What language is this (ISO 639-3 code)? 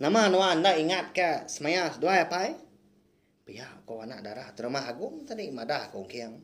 iba